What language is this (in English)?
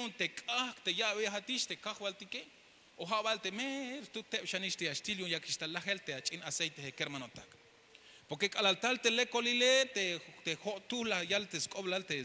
Tzeltal